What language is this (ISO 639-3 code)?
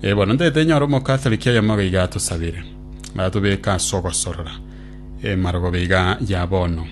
guz